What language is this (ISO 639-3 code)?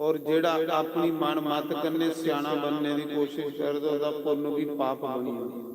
doi